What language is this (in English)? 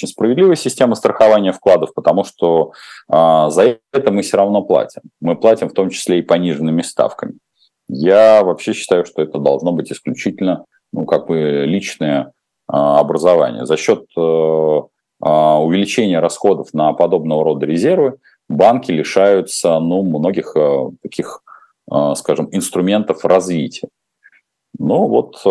Russian